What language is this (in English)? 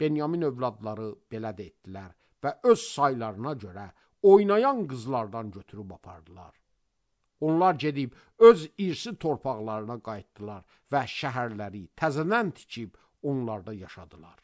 Azerbaijani